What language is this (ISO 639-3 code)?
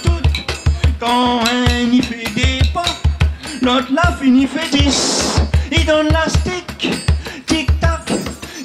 rcf